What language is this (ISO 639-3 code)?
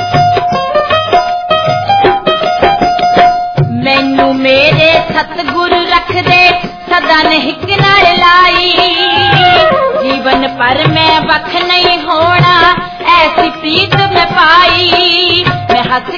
pan